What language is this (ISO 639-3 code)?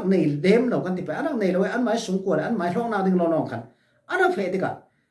cfm